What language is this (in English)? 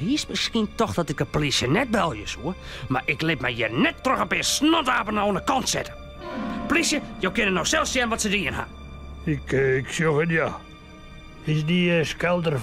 Western Frisian